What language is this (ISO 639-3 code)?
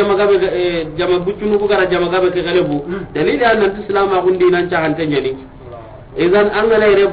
snk